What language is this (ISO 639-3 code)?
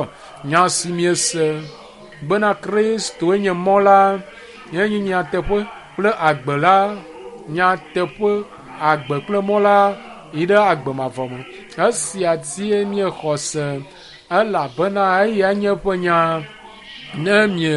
ewe